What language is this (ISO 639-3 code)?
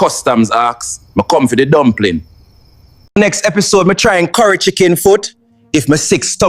jam